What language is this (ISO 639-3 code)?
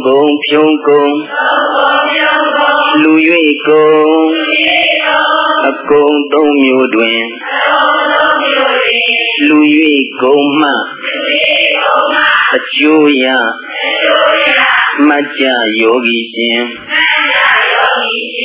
mya